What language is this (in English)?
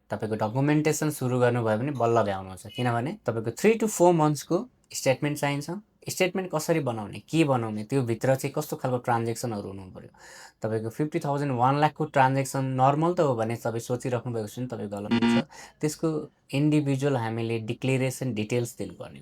Nepali